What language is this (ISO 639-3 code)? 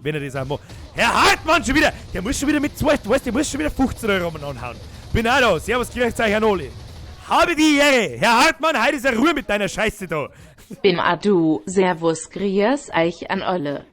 bar